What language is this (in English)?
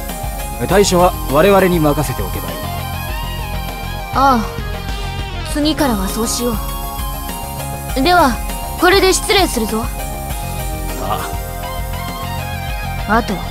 Japanese